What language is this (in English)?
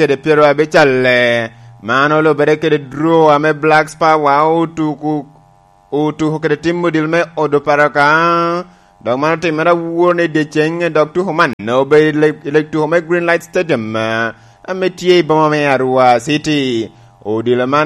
Lango (Uganda)